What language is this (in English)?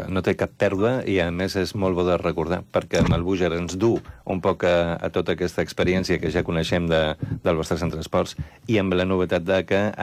Catalan